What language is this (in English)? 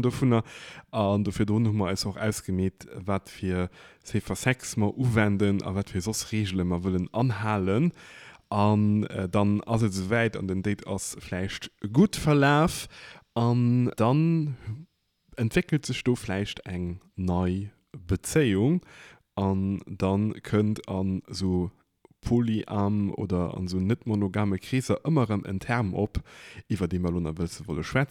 Luxembourgish